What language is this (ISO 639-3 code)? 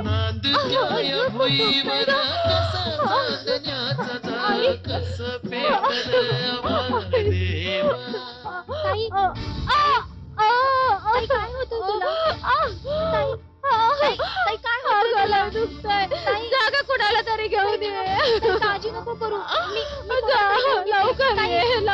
mar